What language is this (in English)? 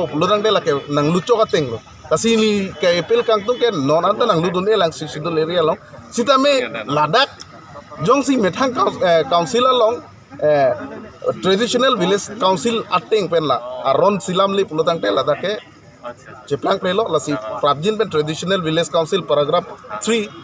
Karbi